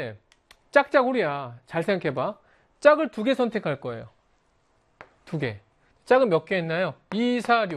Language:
Korean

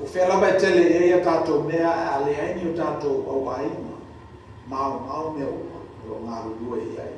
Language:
Samoan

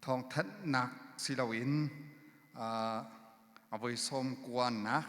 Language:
Hakha Chin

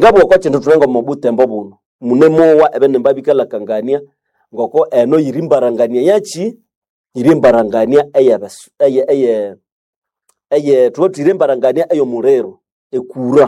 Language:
Nande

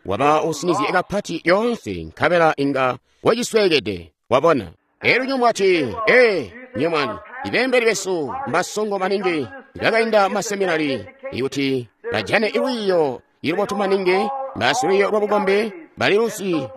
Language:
Tonga (Zambia)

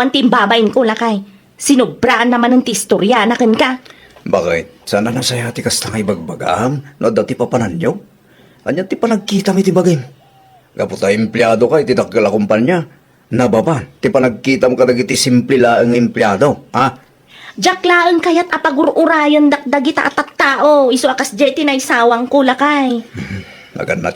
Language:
Iloko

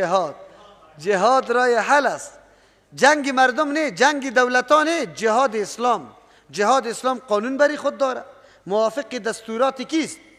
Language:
Persian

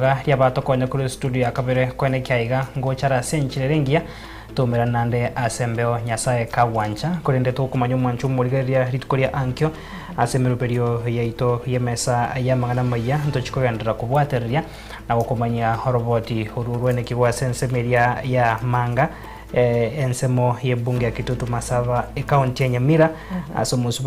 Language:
Gusii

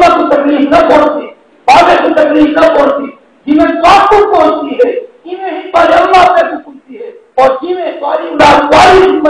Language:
Saraiki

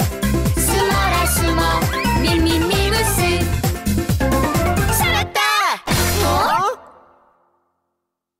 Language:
Korean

